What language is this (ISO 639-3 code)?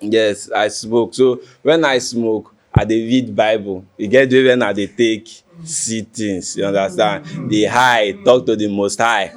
pcm